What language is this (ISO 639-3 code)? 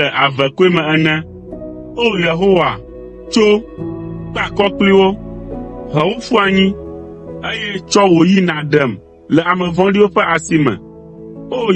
ewe